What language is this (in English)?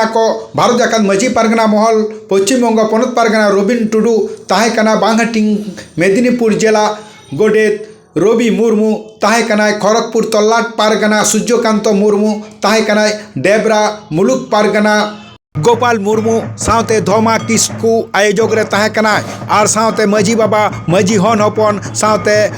Santali